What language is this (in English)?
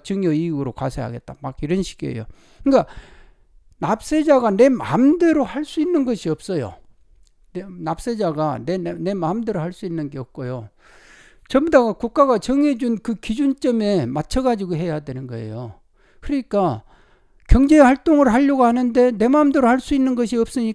Korean